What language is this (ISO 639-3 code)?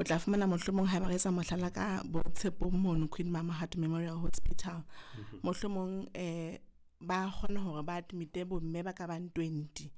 sot